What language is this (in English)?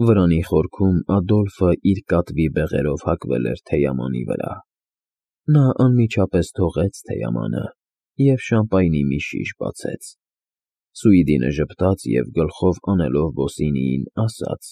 Armenian